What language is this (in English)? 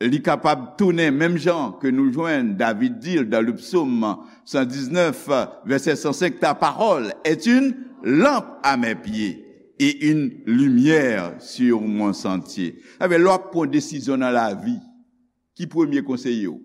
Haitian Creole